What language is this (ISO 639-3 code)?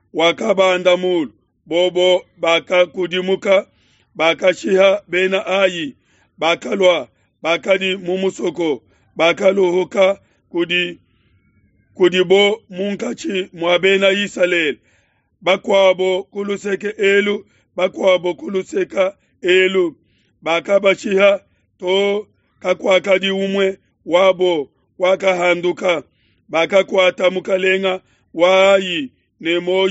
lua